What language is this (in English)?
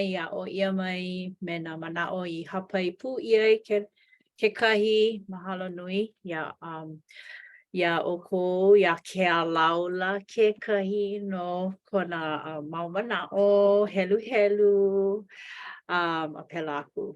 Hawaiian